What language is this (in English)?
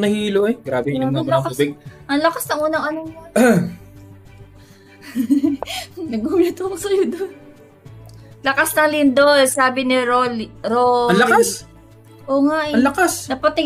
Filipino